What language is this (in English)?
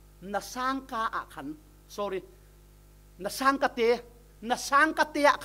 Falam Chin